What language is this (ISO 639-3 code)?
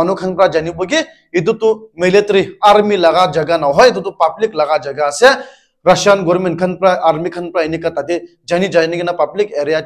nag